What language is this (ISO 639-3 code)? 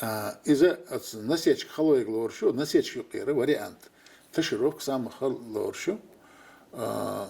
che